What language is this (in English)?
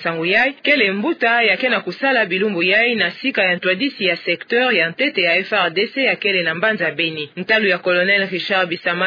Kituba (Democratic Republic of Congo)